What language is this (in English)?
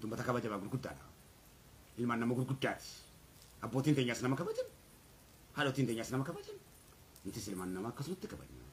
Oromo